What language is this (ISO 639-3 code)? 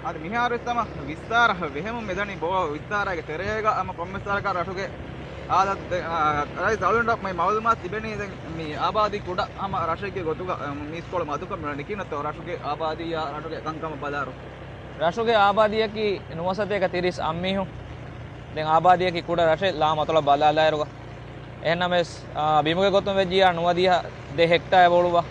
div